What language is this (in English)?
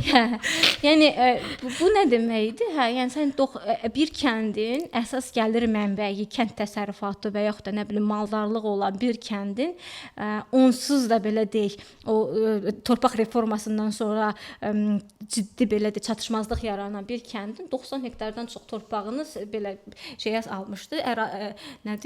Azerbaijani